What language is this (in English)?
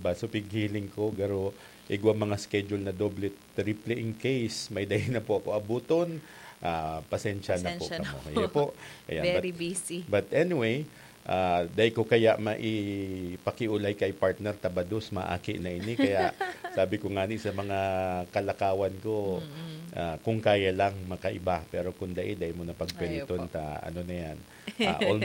Bikol